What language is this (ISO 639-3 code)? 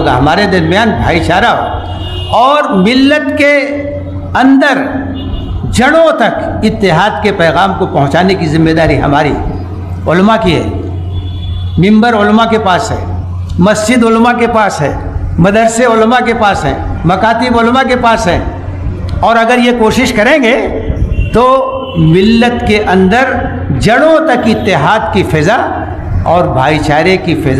urd